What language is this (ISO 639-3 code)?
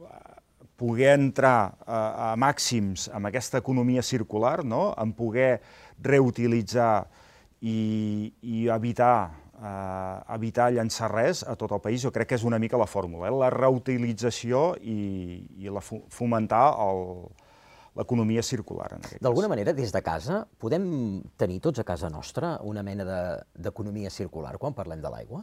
cat